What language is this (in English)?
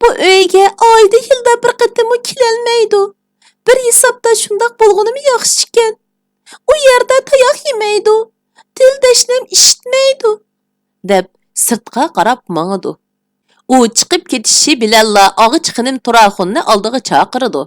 Uyghur